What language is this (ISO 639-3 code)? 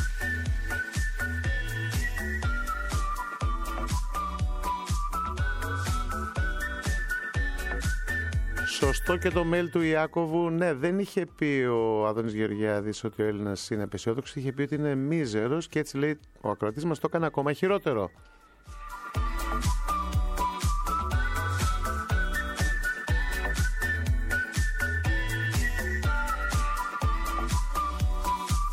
ell